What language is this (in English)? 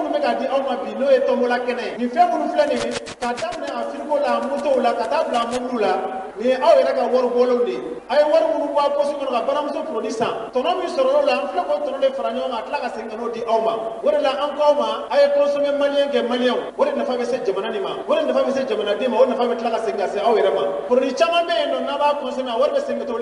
Bambara